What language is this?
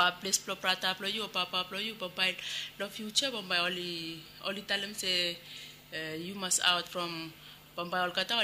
Bislama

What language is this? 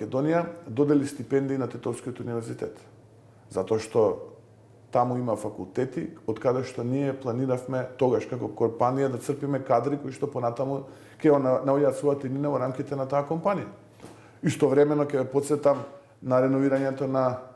Macedonian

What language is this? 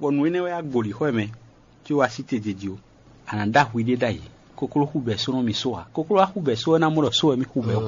Fon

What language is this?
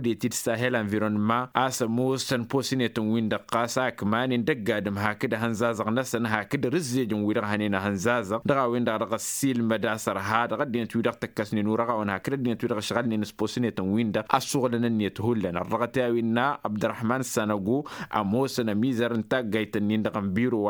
Tamasheq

